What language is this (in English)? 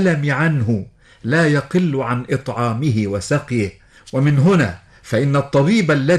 Arabic